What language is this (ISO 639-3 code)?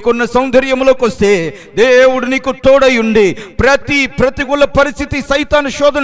tel